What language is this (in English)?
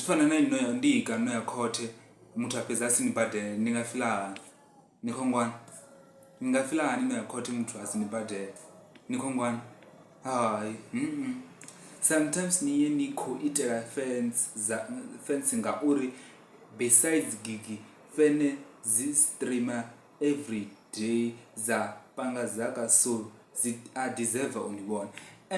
Venda